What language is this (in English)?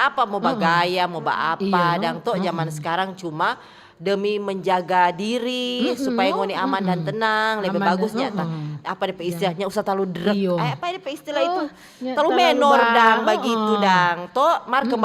Manado Malay